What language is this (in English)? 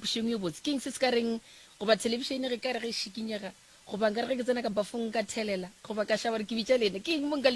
Northern Sotho